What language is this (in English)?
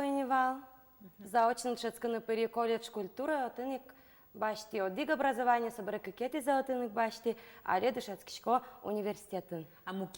Udmurt